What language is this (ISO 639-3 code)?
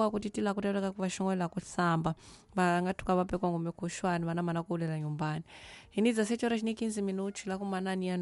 tso